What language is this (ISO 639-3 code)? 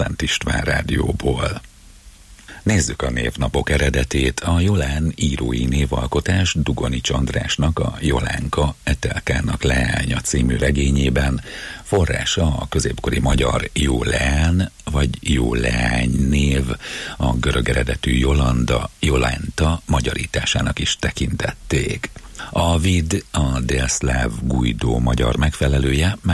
hun